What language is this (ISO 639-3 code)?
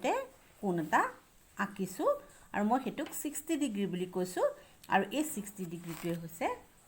asm